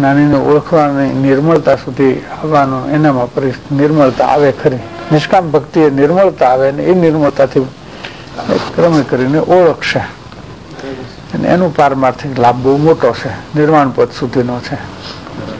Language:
Gujarati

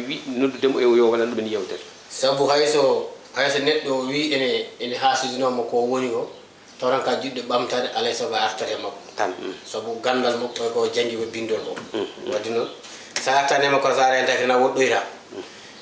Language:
Fula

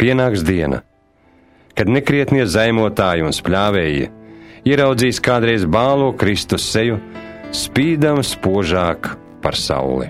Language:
Latvian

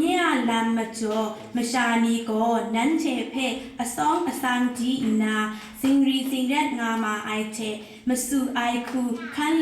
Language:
Kachin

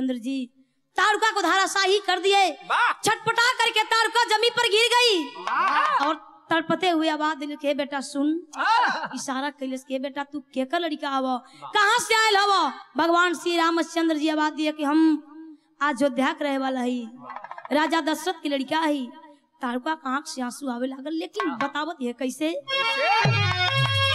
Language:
Bhojpuri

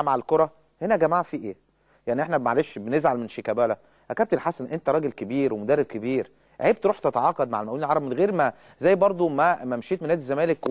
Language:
Egyptian Arabic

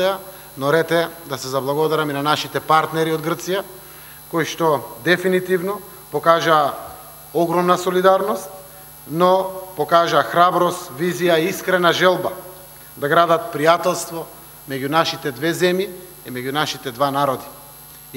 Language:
Macedonian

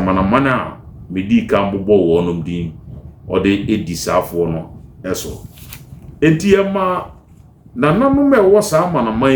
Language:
Akan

